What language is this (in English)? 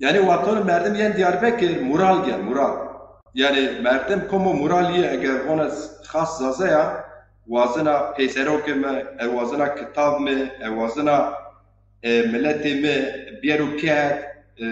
Zaza